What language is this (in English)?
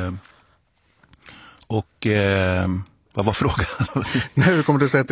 Swedish